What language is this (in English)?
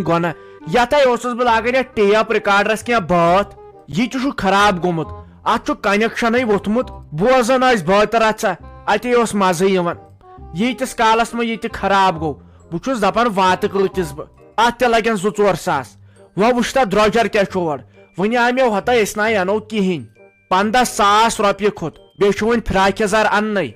Kashmiri